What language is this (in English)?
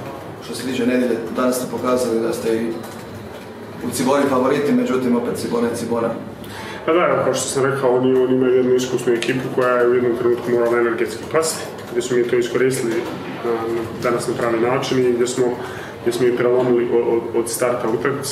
Croatian